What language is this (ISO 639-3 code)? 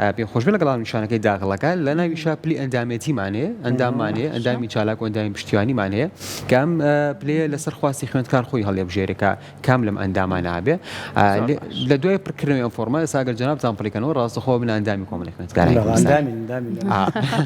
ckb